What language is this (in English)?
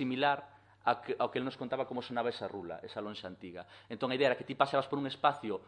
Galician